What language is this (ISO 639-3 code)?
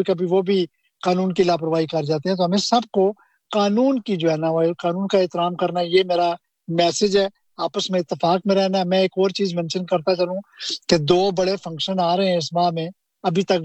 urd